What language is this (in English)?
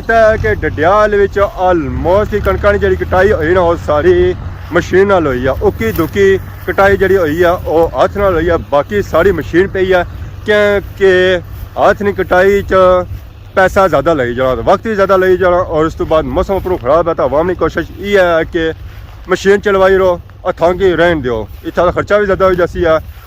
Pahari-Potwari